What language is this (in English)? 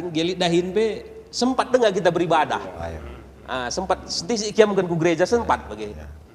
Batak Karo